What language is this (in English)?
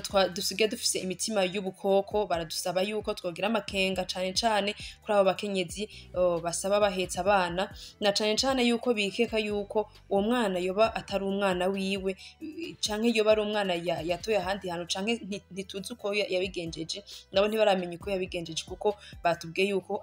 Rundi